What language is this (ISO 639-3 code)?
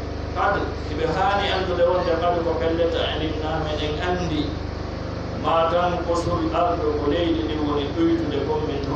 fuf